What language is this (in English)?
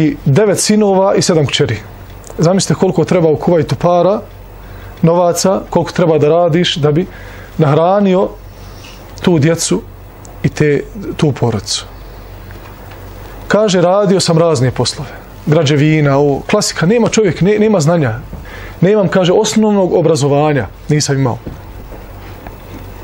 Bosnian